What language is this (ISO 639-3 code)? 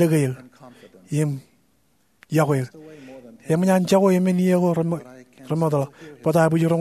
mah